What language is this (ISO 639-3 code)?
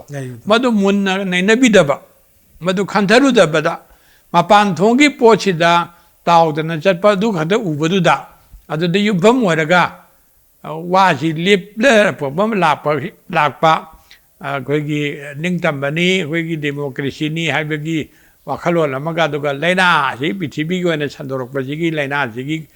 mni